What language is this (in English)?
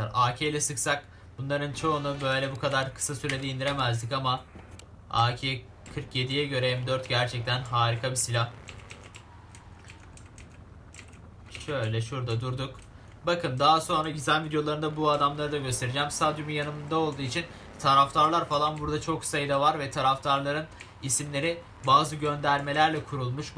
Turkish